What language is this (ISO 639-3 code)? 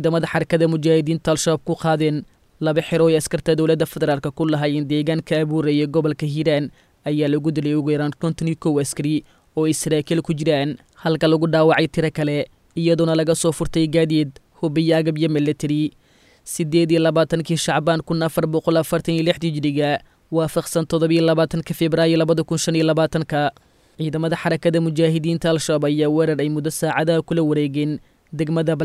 som